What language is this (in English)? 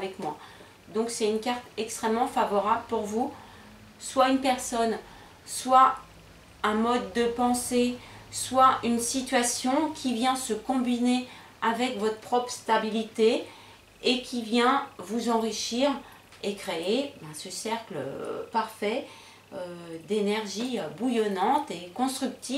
French